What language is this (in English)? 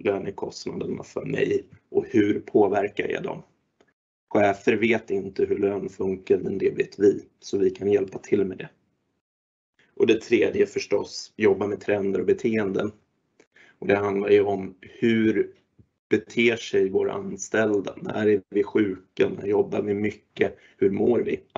Swedish